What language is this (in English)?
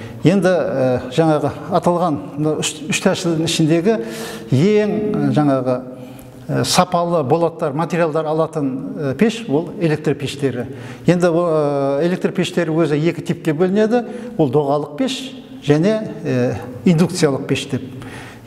Kazakh